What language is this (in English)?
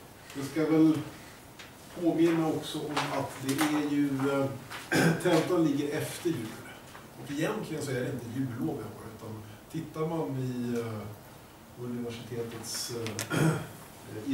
Swedish